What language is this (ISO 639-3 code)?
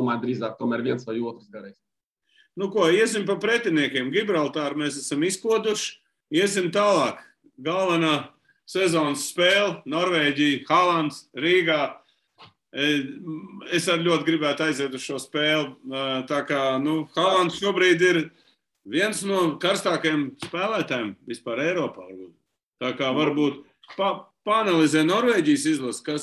lav